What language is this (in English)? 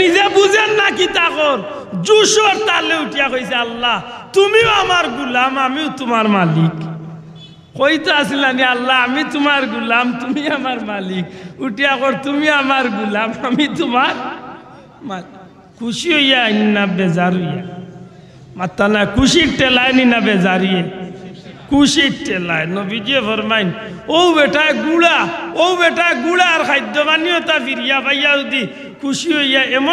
Sylheti